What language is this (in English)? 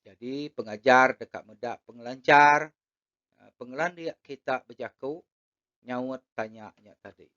Iban